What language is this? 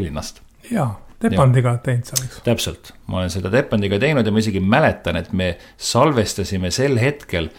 Estonian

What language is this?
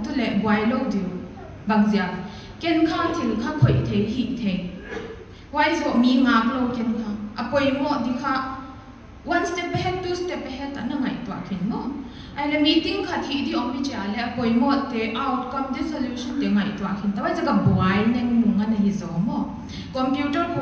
Paite Chin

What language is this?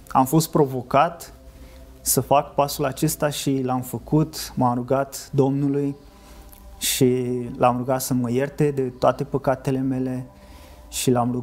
Romanian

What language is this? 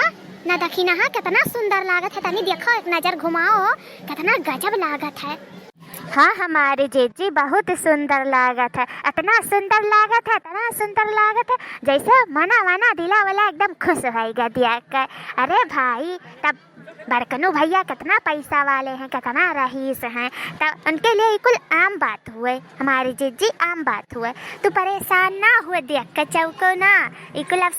Awadhi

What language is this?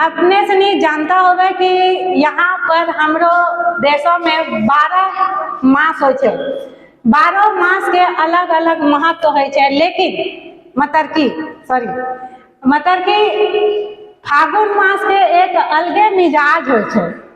Angika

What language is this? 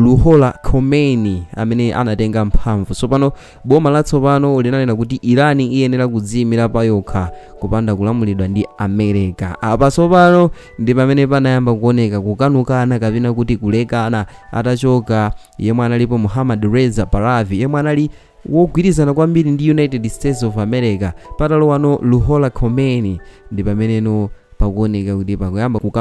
Nyanja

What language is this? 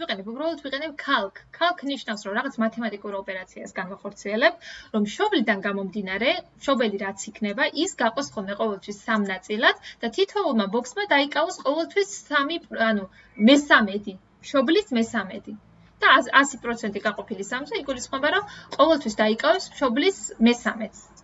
Georgian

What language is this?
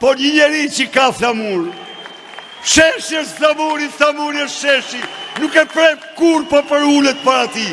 Albanian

